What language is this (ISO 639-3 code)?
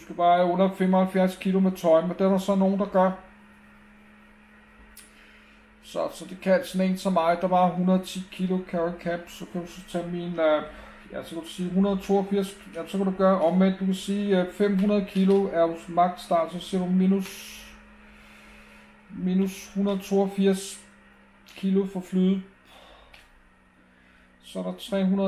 dan